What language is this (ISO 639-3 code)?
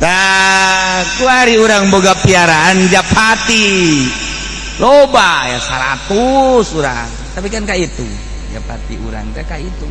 sun